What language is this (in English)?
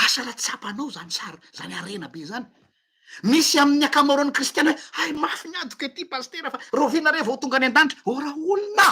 Malagasy